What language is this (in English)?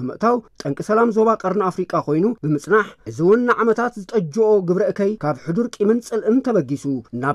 Tigrinya